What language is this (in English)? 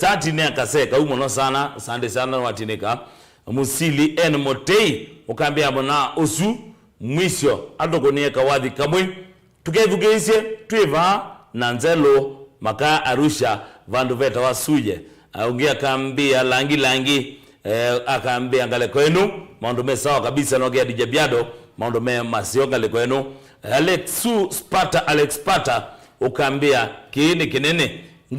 Kamba